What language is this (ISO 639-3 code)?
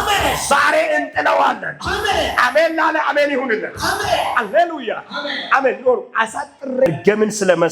amh